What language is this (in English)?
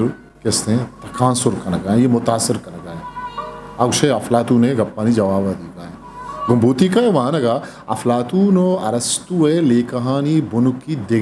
Eastern Balochi